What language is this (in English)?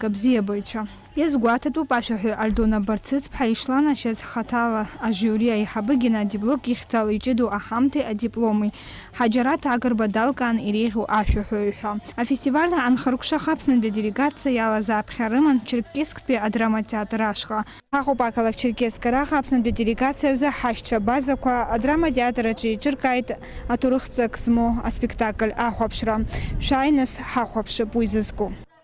Abkhazian